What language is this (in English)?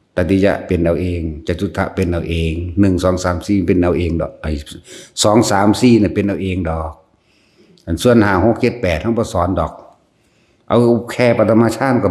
Northeastern Thai